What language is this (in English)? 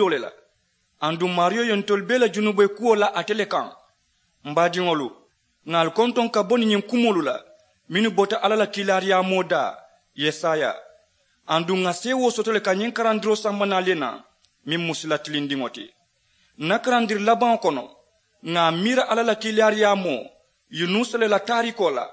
Mandingo